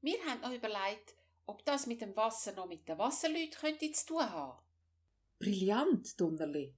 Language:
Swiss German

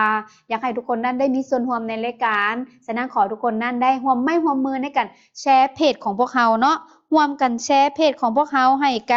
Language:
Lao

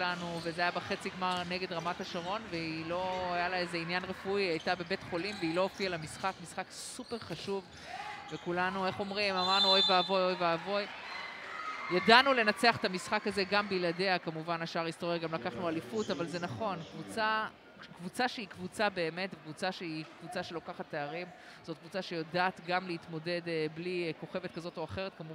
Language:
Hebrew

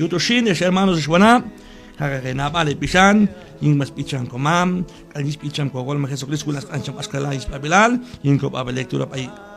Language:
Q'anjob'al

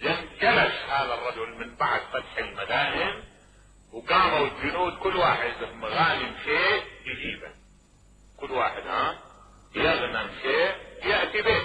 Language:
Mesopotamian Arabic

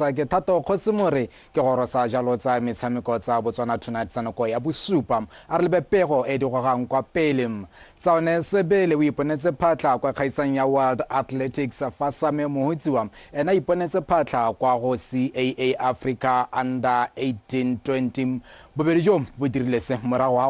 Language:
Tswana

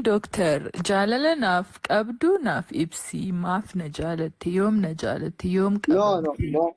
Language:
Oromo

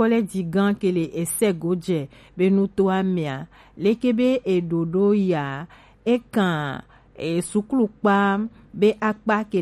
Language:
Gen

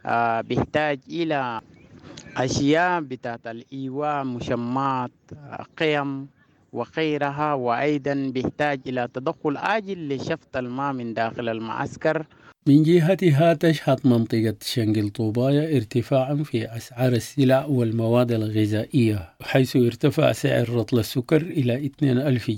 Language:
Sudanese Arabic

